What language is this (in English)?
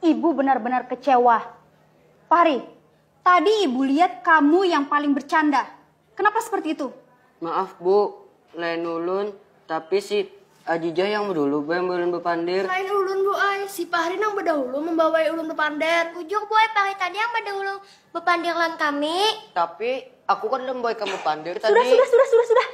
Banjar